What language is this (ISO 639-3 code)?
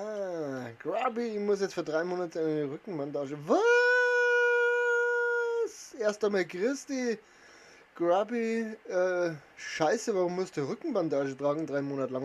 bar